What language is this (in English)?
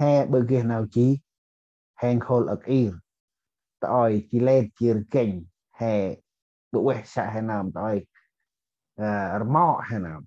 Central Mnong